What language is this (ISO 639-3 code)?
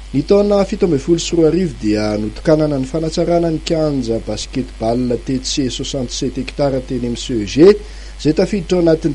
mlg